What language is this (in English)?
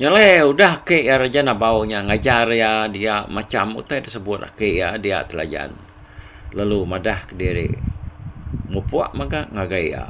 Iban